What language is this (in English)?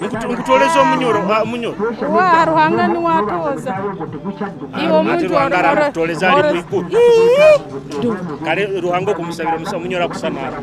Nyoro